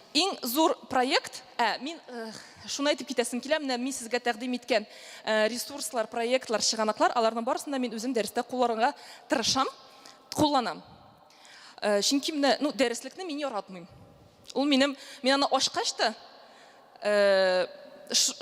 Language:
Tatar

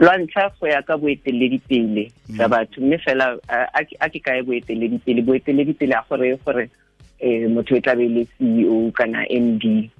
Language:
Tswana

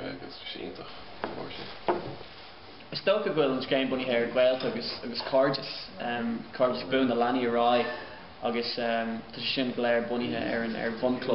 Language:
Irish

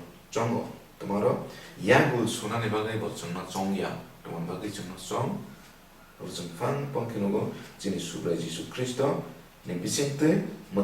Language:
Kok Borok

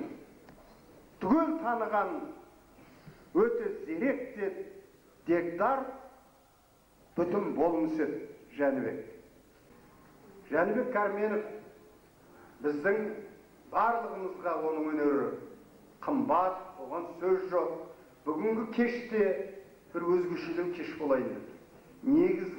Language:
Kazakh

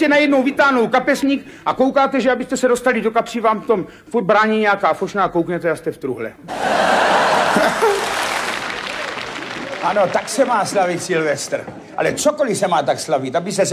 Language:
Czech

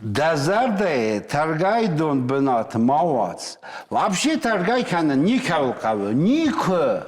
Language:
Ossetic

